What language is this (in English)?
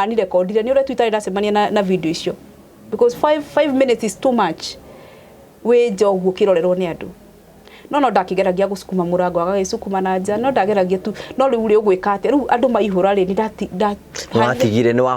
Kikuyu